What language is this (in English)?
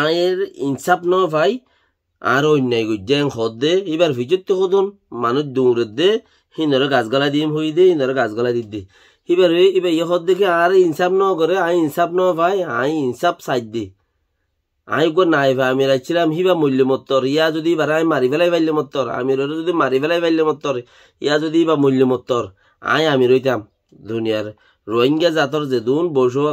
Rohingya